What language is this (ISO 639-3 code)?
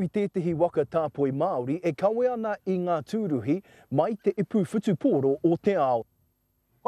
mri